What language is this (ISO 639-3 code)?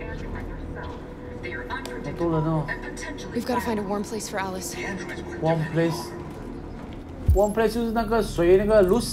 zho